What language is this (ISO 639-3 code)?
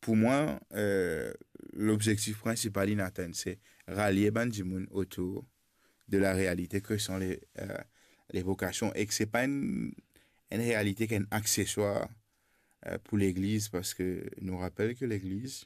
mfe